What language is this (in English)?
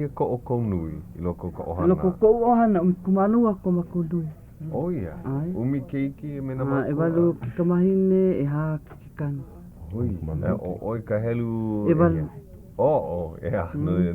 Hawaiian